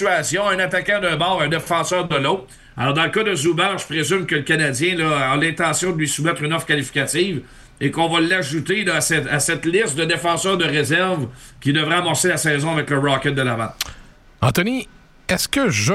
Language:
French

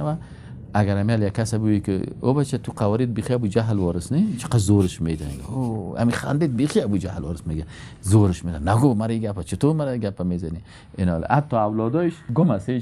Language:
Persian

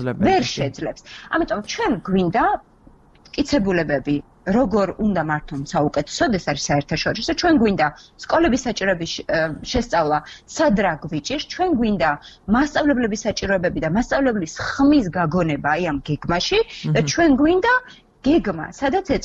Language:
Georgian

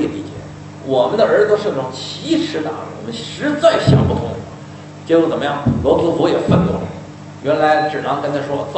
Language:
Chinese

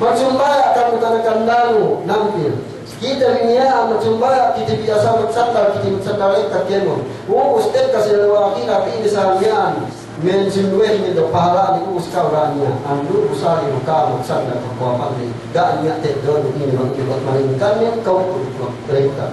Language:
Yakan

